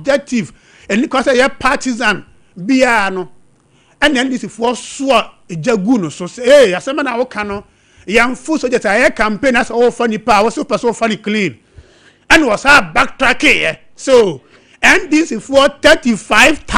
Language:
Akan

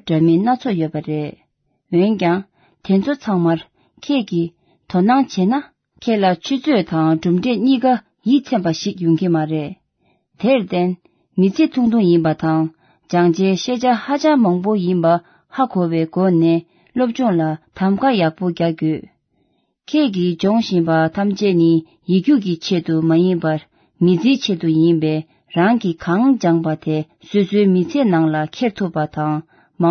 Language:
Tibetan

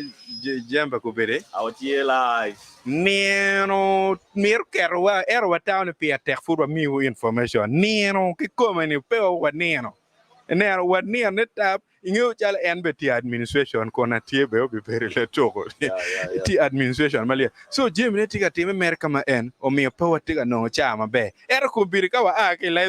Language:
Acoli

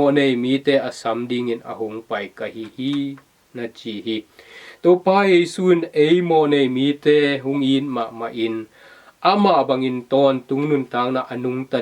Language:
Tedim Chin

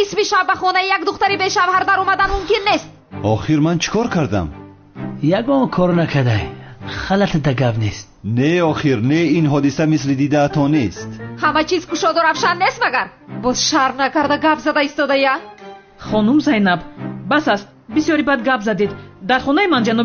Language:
Tajik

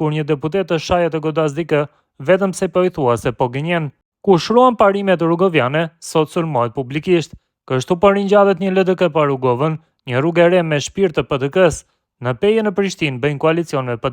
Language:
Albanian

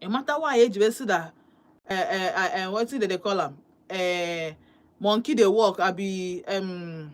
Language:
Igbo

